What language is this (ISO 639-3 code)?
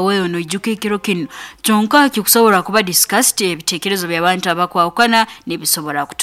nyo